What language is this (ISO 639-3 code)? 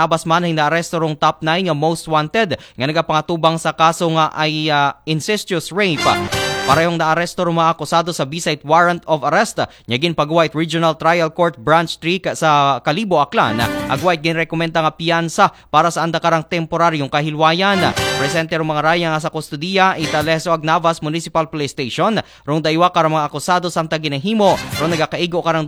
akl